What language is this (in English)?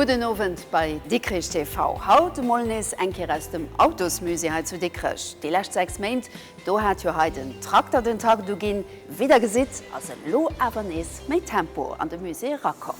Luxembourgish